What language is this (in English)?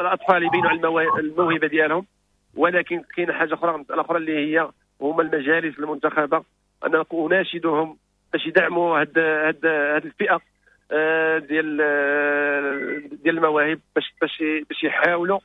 Moroccan Arabic